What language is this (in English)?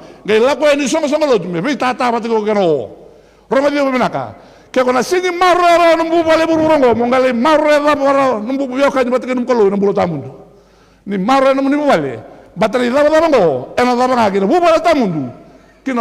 Fijian